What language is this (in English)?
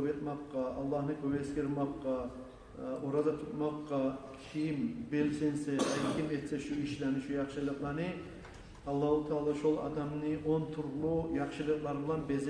Kumyk